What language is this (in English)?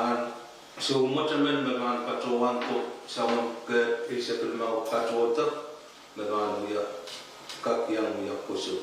Pohnpeian